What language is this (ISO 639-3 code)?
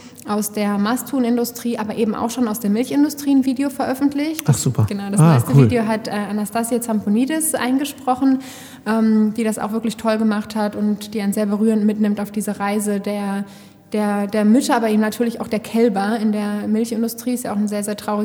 deu